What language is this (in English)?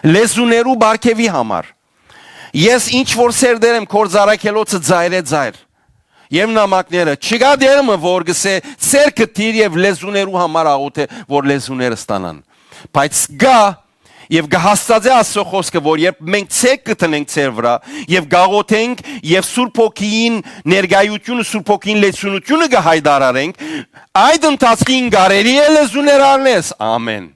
Western Armenian